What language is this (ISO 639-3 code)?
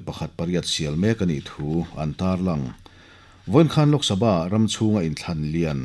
lus